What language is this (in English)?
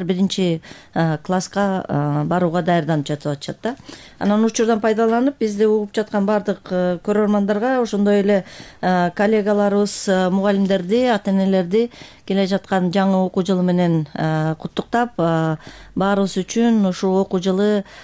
Kyrgyz